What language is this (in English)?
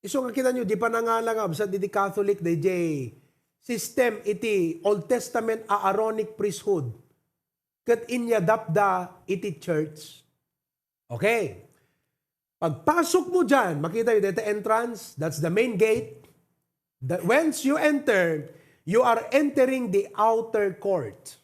Iloko